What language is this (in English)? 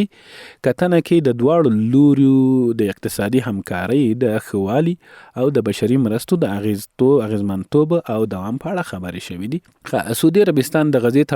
Pashto